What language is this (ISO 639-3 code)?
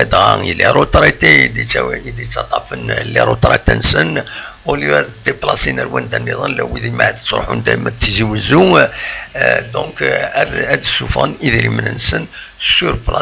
kab